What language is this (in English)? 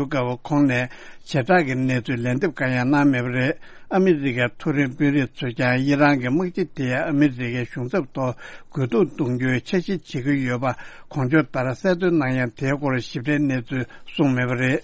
Tibetan